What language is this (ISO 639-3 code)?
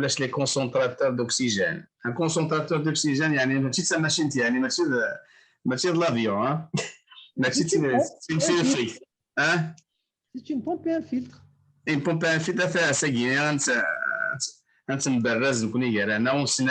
kab